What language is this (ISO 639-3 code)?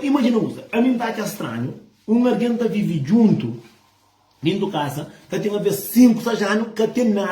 kea